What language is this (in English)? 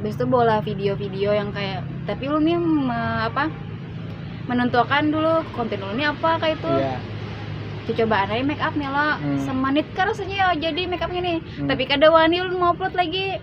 Banjar